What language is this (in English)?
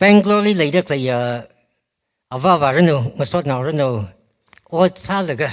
Tangkhul Naga (India)